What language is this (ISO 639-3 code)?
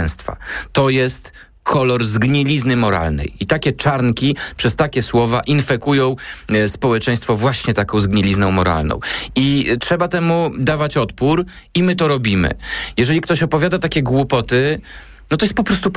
pol